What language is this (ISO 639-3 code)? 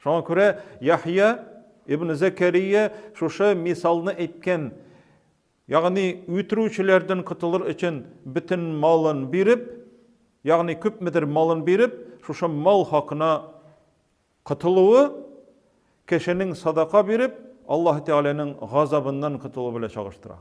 tat